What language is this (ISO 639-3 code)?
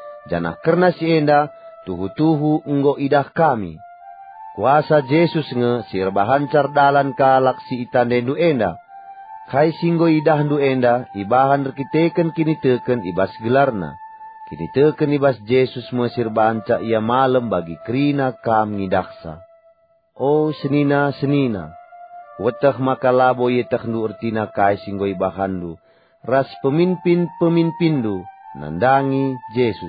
btx